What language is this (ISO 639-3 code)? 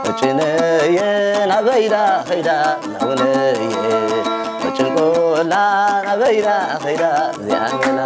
tir